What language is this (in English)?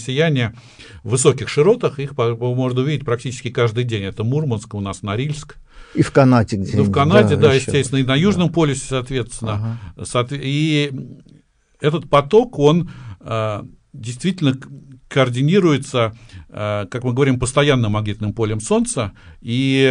Russian